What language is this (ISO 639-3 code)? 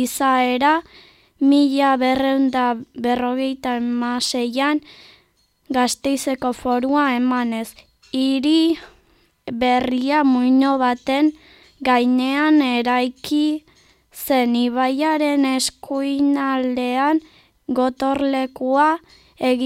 eus